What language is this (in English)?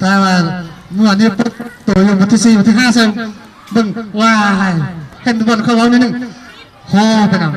Lao